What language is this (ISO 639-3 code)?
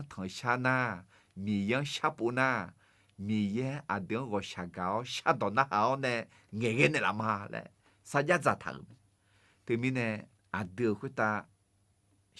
ahk